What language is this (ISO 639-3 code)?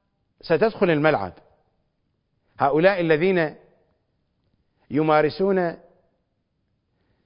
ara